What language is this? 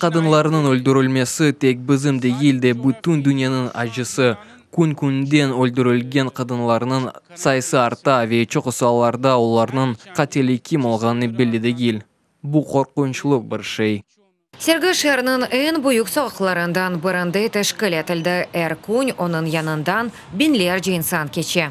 Crimean Tatar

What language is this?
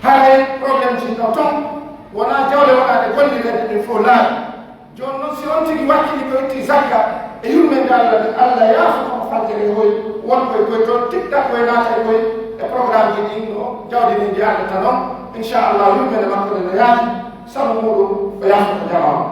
Pular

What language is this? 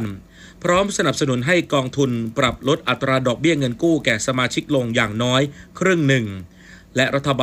Thai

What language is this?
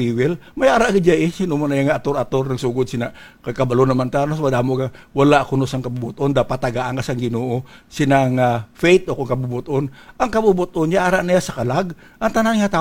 Hiligaynon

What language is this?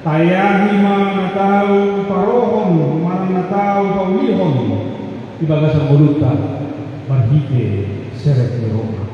Batak Toba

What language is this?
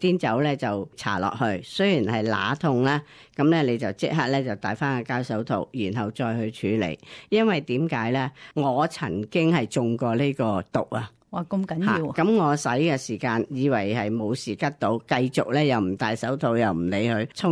Cantonese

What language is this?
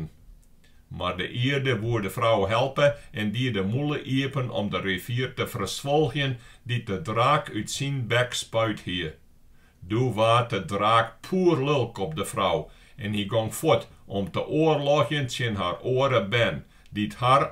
Western Frisian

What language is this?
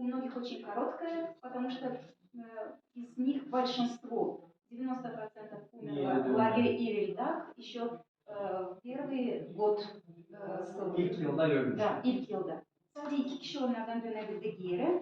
Gagauz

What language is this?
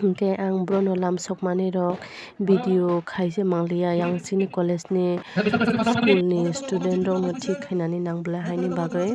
Kok Borok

